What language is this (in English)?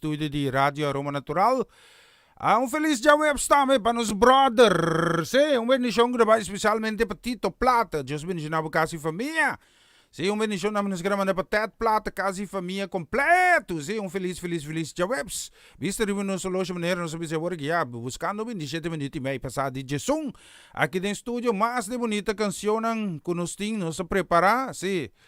Papiamento